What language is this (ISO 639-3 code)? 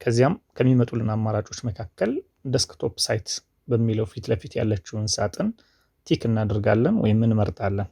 amh